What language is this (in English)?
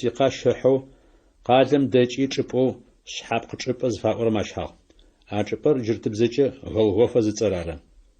Adyghe